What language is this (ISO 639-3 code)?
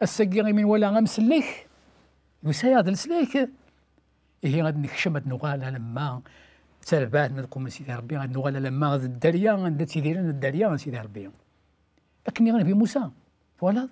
kab